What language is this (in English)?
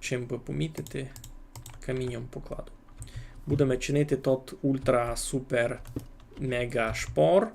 Rusyn